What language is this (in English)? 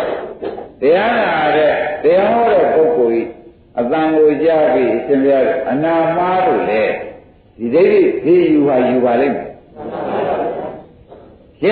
Burmese